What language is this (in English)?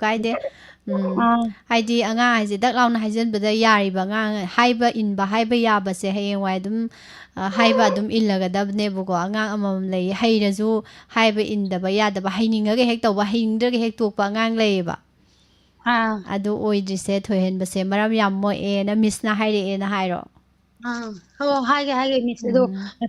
Manipuri